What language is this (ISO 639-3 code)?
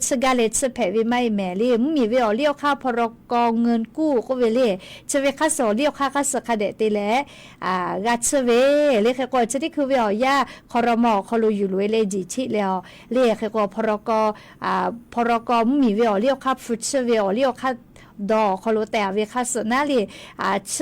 lhu